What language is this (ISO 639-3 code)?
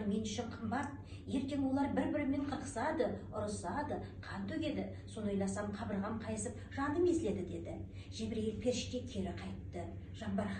kaz